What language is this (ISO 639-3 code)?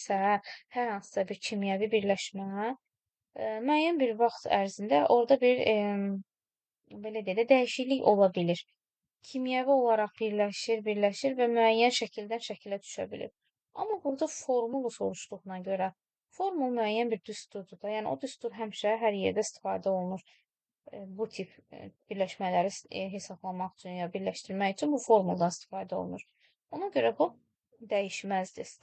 aze